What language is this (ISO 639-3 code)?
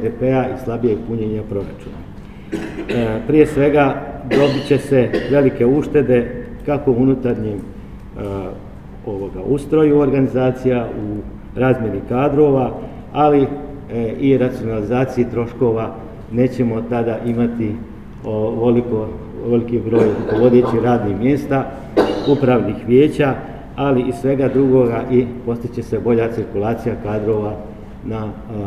hrv